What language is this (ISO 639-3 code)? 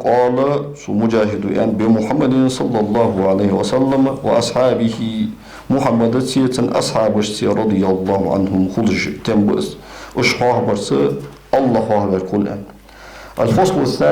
inh